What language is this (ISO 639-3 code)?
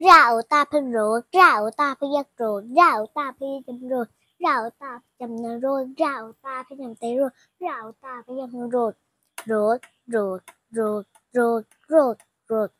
shn